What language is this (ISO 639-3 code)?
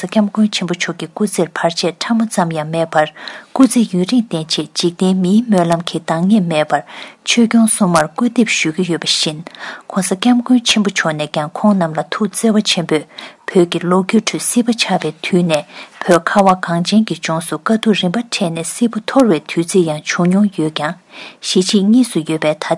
bod